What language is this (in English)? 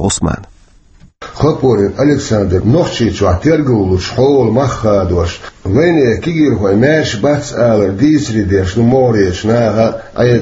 Chechen